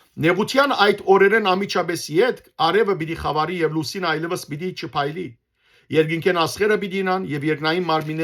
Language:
Western Armenian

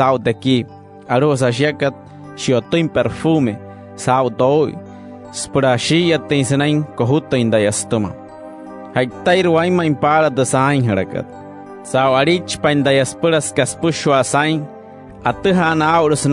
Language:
Wayuu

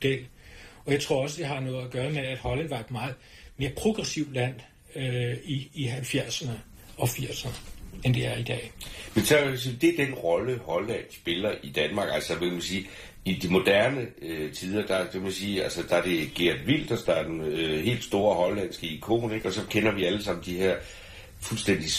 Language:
Danish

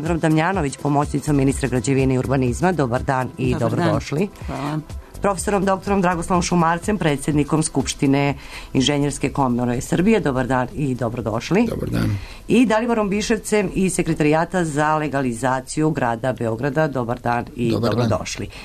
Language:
Serbian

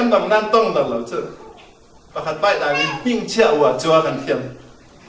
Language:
Falam Chin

